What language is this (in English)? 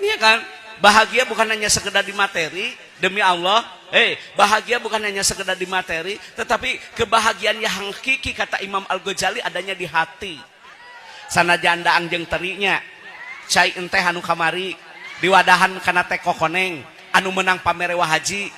Sundanese